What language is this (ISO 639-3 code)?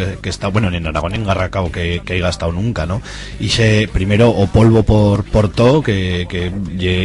arg